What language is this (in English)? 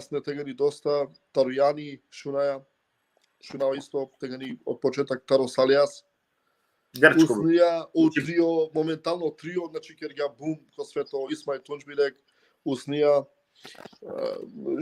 Balkan Romani